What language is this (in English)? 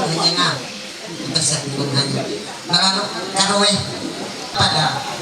Ma'anyan